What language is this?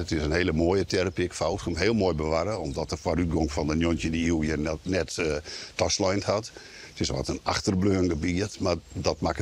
Western Frisian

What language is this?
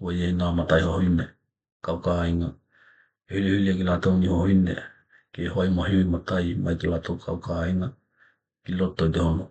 Tokelau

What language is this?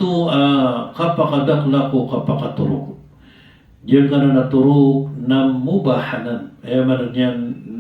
Maranao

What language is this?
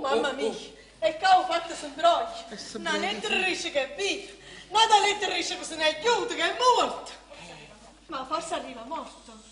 Neapolitan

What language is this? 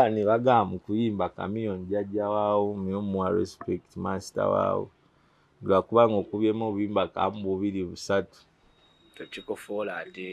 Ganda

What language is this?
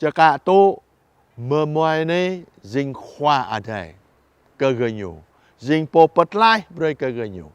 Jarai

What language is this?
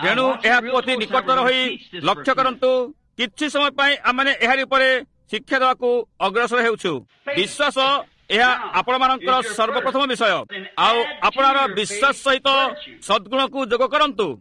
Odia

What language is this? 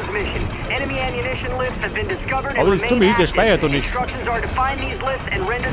Bavarian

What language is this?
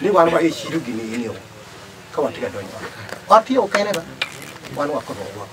Acoli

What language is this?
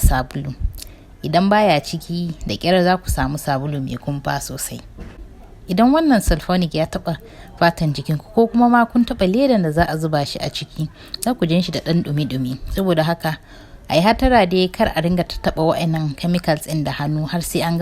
Hausa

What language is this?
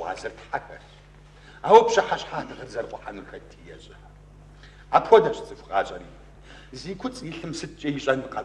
Kabardian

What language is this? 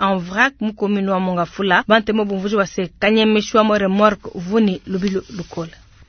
Luba-Lulua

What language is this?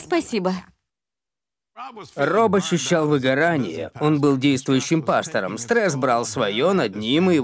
Russian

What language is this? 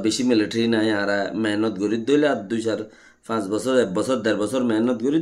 Rohingya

